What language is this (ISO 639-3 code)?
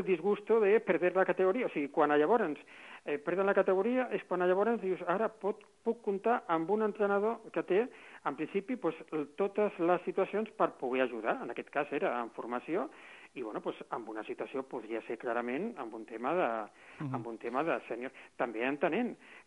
cat